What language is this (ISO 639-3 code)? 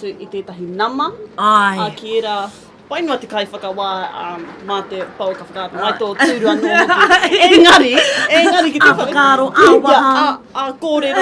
mri